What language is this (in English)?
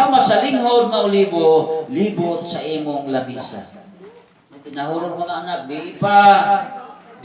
Cebuano